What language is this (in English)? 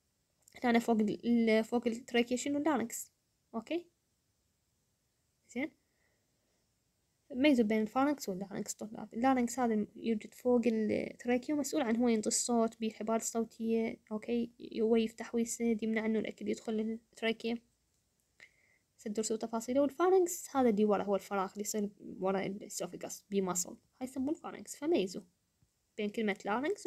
Mesopotamian Arabic